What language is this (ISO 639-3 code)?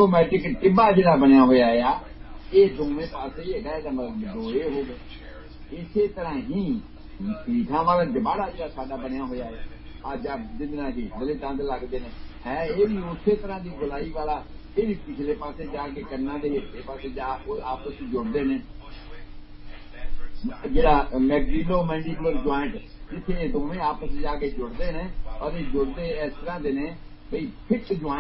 pan